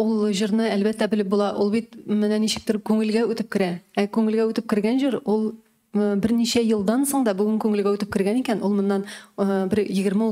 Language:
Tatar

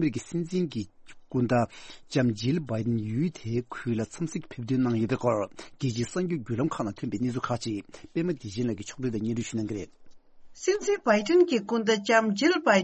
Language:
Tibetan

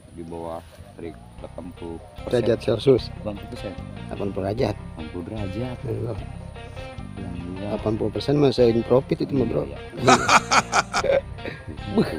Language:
Indonesian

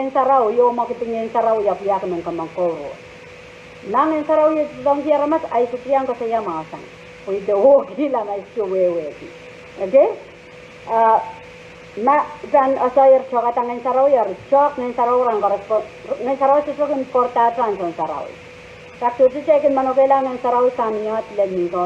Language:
Pohnpeian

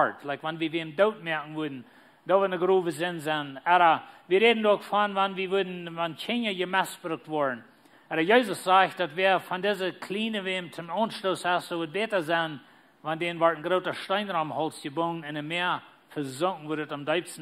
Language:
Plautdietsch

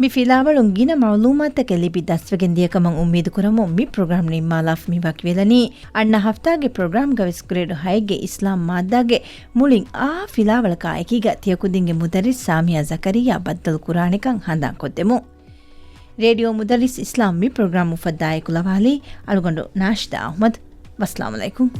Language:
Divehi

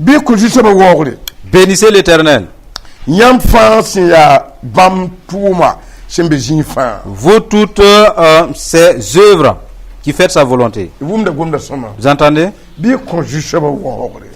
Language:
Mossi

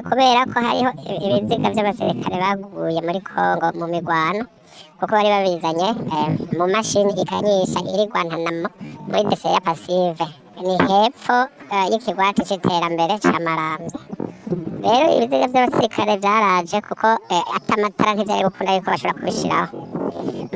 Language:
Rundi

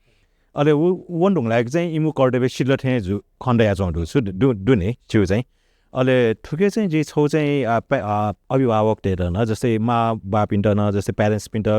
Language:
Newari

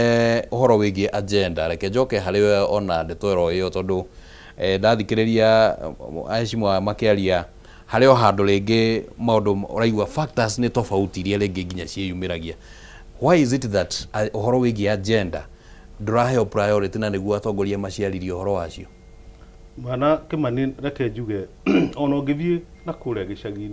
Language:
Kikuyu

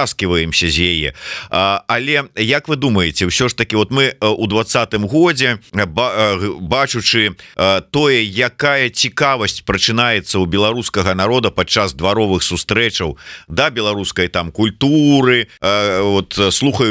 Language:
Belarusian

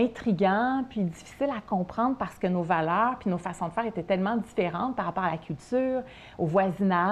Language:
French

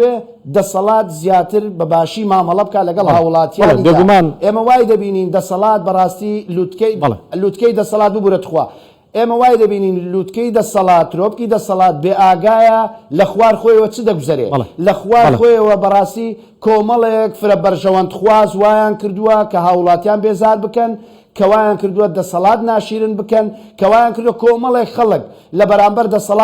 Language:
Central Kurdish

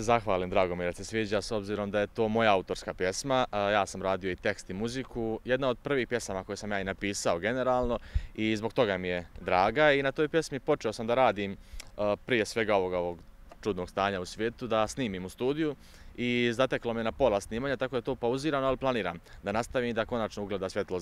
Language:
Bosnian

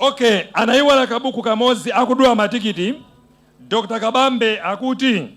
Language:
Nyanja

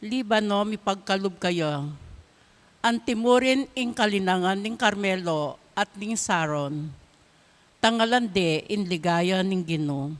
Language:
Pampanga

